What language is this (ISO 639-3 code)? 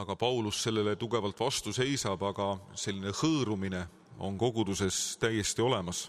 est